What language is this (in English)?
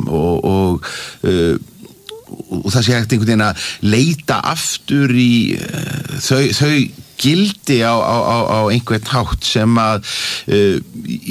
Icelandic